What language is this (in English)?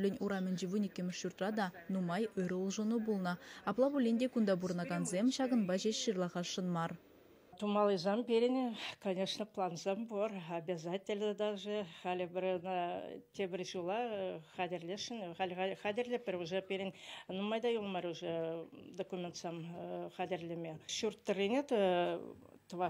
Chuvash